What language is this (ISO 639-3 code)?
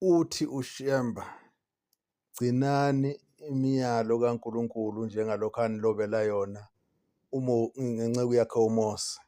zul